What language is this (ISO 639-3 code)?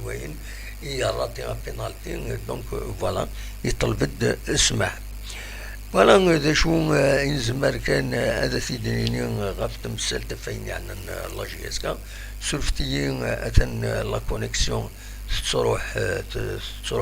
kab